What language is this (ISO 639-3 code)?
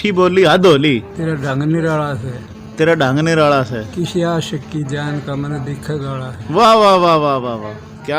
bgc